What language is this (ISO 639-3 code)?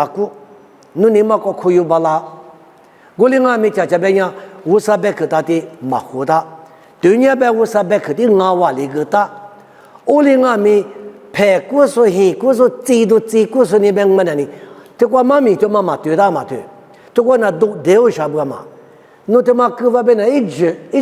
lis